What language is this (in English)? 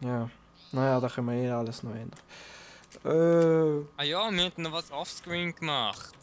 Swiss German